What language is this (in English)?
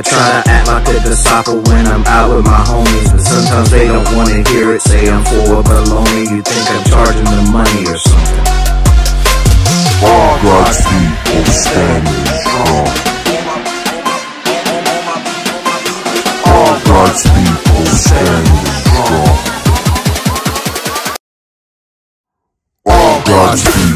English